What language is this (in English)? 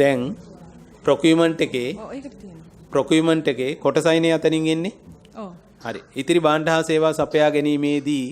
Sinhala